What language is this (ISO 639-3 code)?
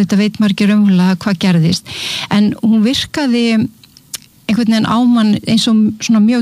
isl